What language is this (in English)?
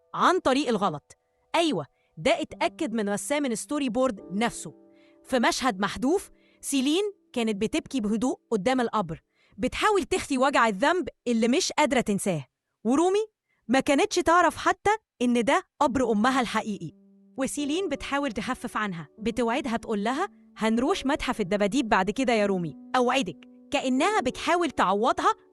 Egyptian Arabic